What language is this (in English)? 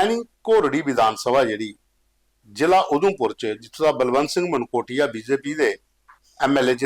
Dogri